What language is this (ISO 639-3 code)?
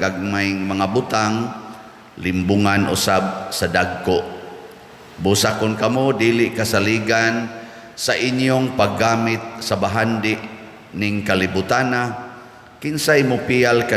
ceb